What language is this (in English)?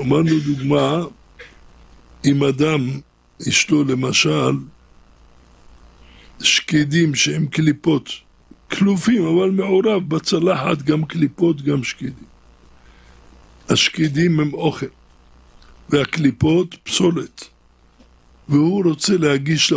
Hebrew